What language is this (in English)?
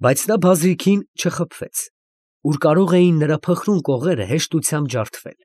Armenian